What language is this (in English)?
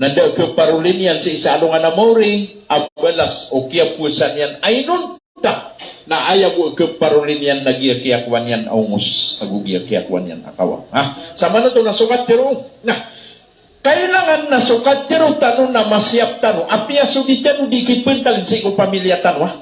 Maranao